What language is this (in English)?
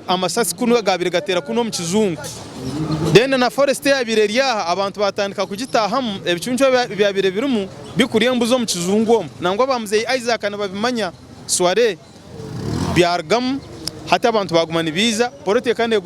Nyankole